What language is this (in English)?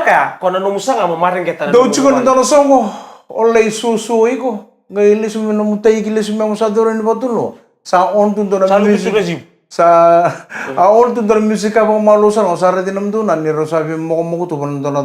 Fijian